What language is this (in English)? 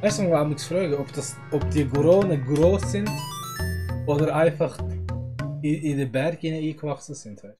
Swiss German